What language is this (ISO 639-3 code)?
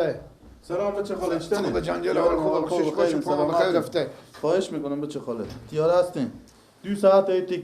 fas